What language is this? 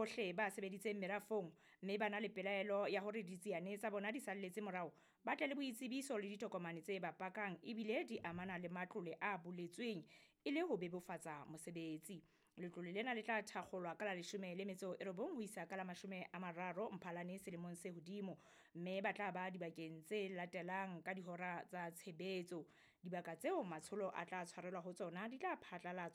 Southern Sotho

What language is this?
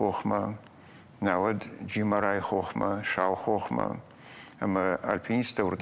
Ossetic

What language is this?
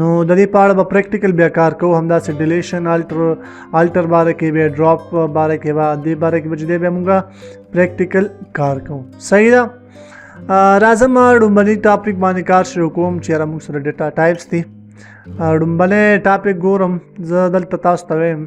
Pashto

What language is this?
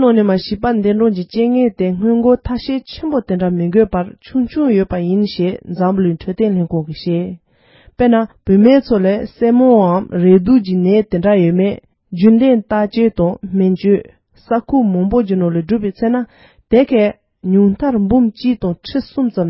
Tibetan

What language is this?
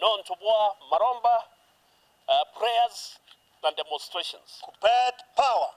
Meru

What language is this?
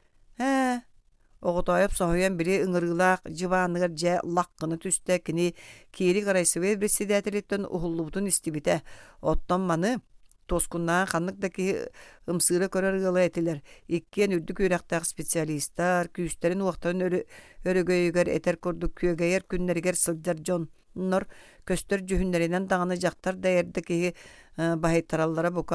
Yakut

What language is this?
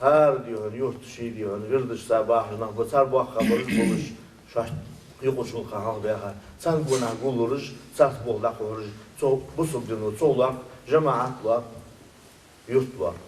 Ingush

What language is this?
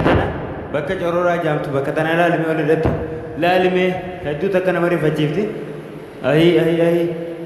Oromo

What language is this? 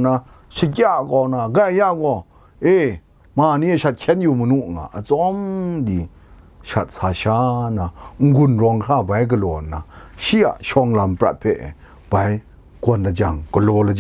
Kachin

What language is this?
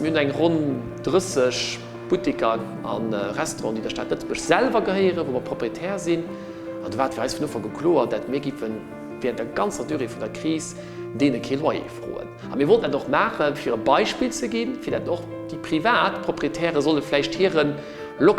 Luxembourgish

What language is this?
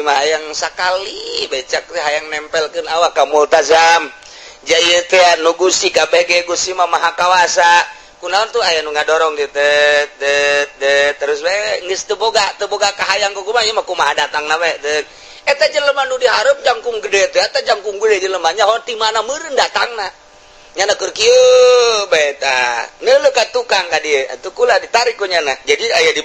Sundanese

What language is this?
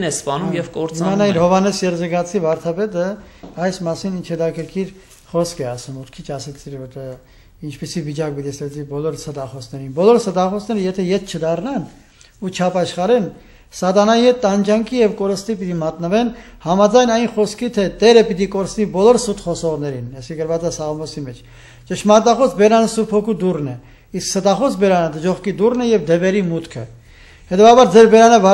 Armenian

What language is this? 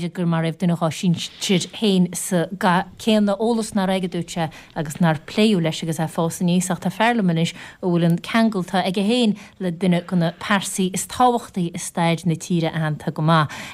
Irish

